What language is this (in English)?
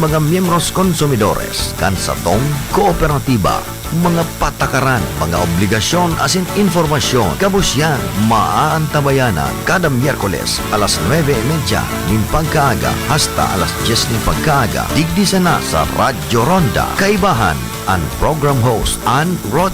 Bikol